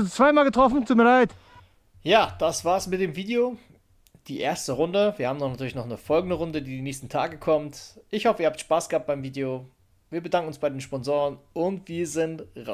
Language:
German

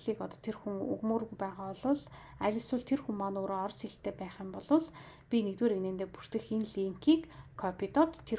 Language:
Mongolian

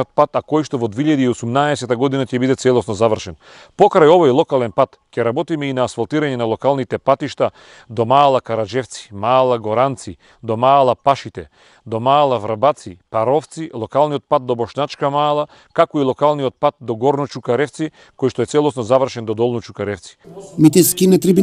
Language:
Macedonian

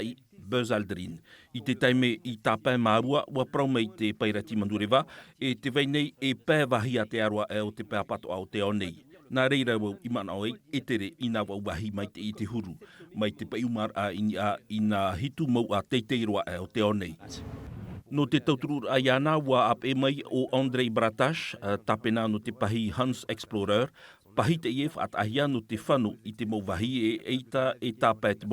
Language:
Tahitian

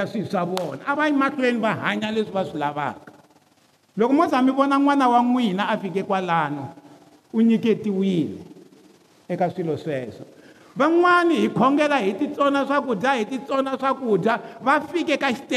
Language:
Tsonga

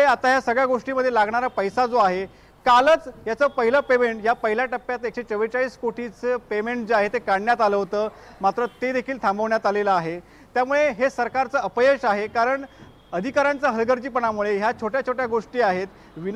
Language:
Marathi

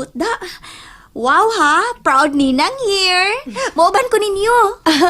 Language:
Cebuano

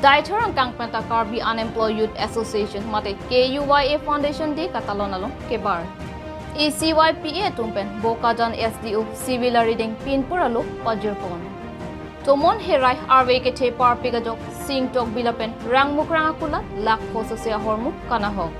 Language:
Karbi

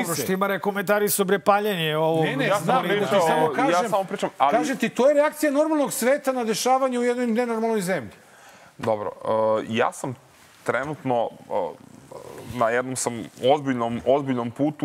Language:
Serbian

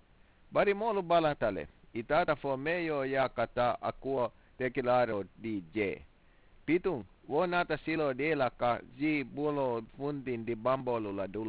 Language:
Mandingo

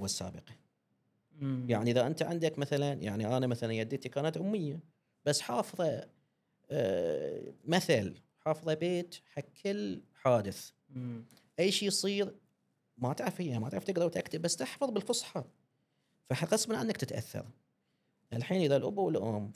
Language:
Gulf Arabic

